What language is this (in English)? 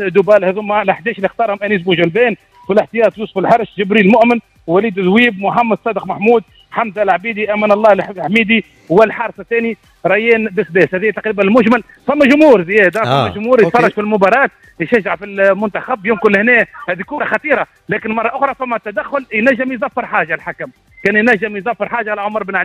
Tunisian Arabic